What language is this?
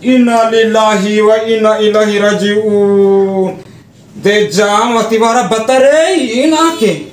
Bima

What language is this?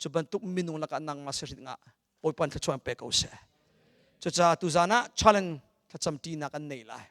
Hakha Chin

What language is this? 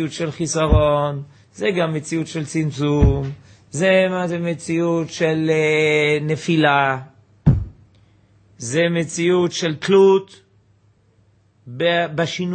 Hebrew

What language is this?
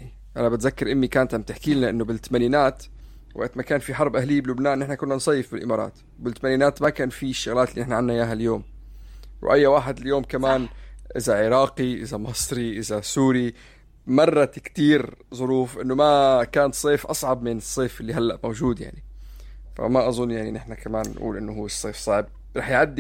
North Levantine Arabic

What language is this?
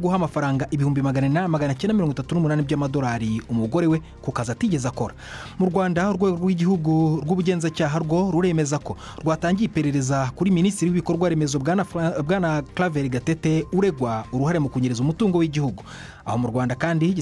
Kinyarwanda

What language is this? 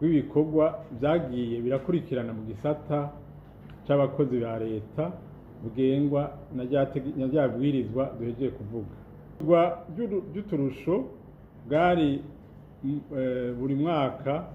Rundi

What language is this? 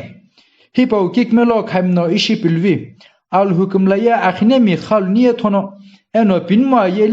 Sumi Naga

